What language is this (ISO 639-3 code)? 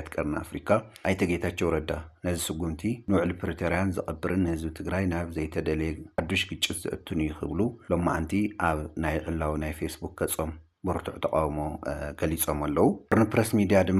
tir